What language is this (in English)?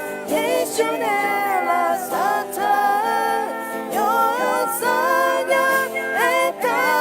Akha